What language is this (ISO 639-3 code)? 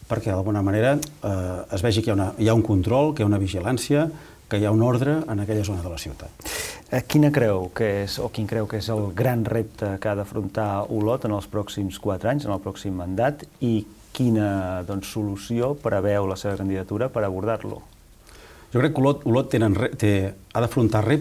cat